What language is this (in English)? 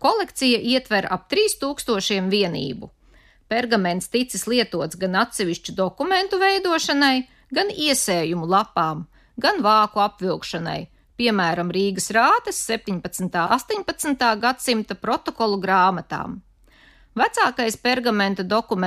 Latvian